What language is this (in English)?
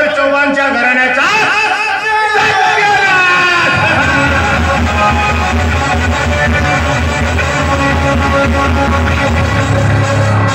Marathi